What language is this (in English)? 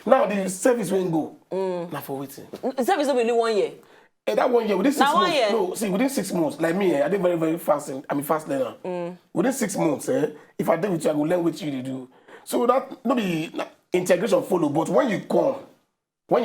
Nigerian Pidgin